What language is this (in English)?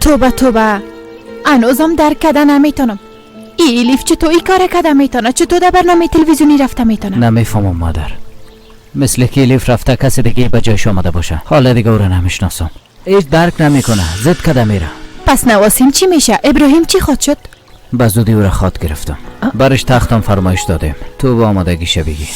Persian